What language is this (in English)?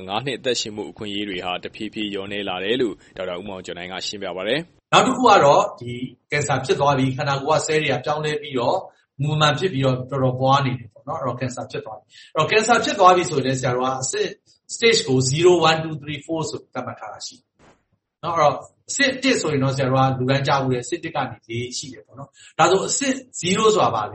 Burmese